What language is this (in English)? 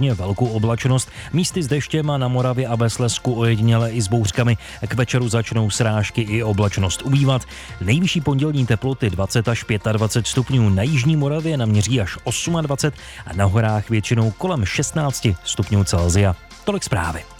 Czech